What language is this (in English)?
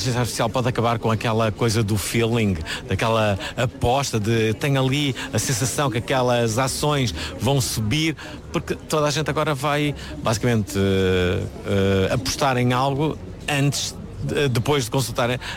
Portuguese